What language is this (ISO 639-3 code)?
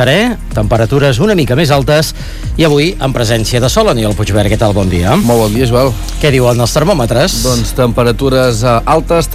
cat